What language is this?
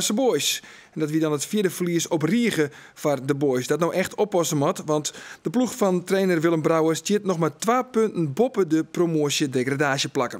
Western Frisian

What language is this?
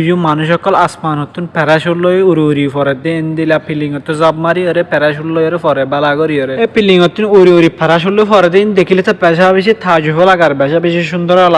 Rohingya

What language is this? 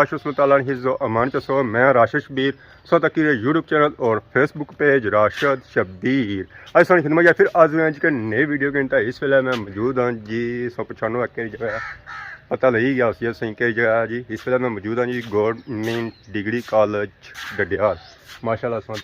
Pahari-Potwari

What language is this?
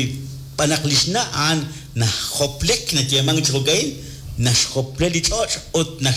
Kekchí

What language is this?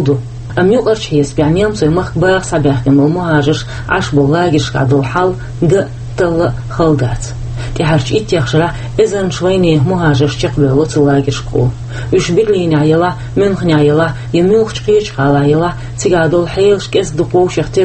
Chechen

